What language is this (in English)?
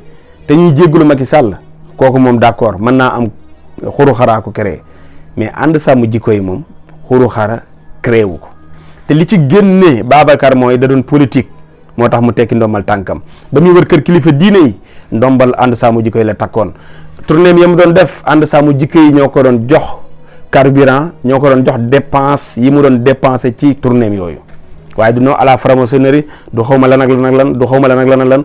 Wolof